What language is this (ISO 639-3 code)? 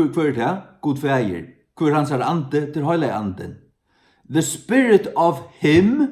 fao